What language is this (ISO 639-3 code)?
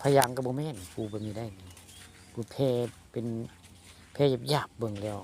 tts